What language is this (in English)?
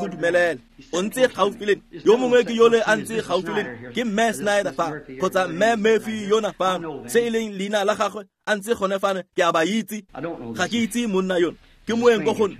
Tswana